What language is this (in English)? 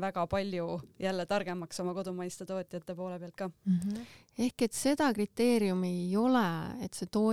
Estonian